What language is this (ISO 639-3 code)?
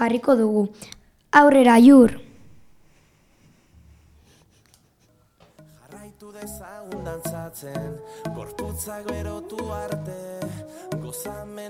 eus